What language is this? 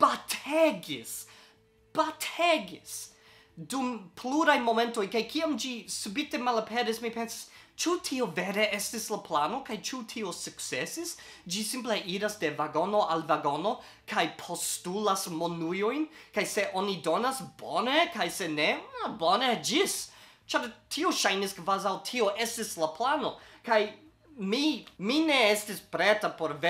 Esperanto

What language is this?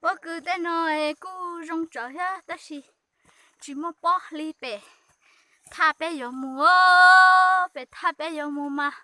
Hmong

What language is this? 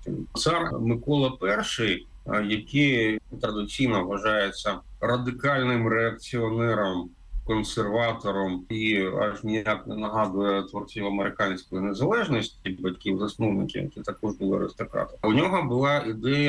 Ukrainian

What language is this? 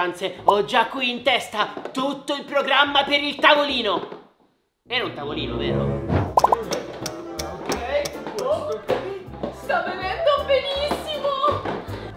Italian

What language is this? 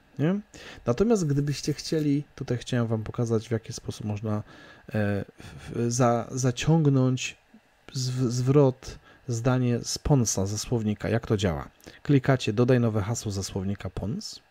Polish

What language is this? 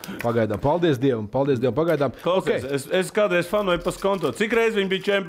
Latvian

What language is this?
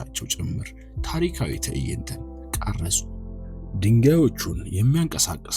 Amharic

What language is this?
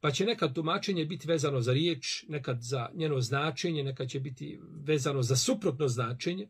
Bosnian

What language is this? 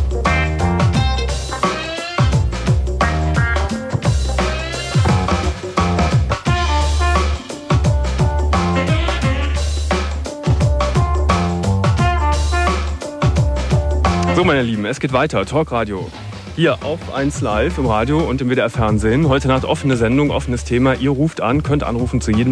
German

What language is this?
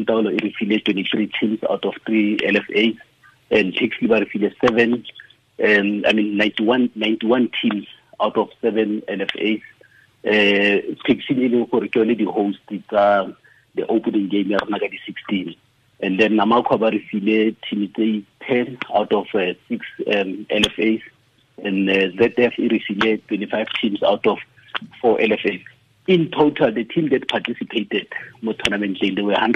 Tswana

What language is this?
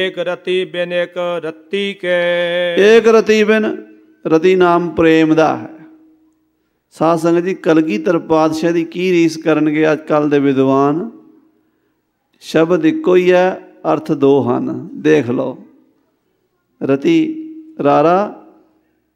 Punjabi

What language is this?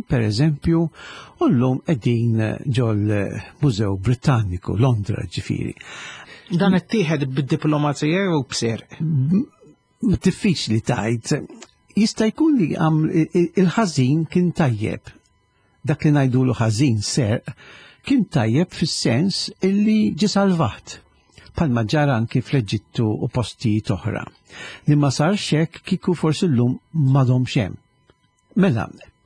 Maltese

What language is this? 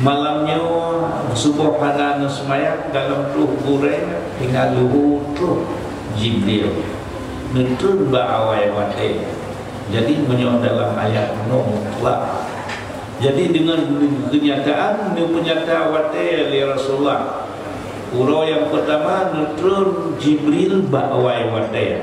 Achinese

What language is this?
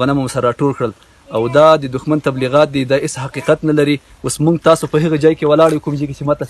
Pashto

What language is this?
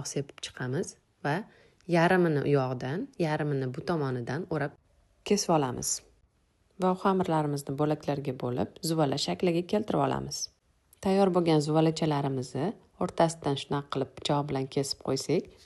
Uzbek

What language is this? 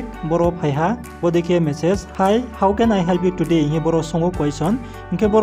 Riang (India)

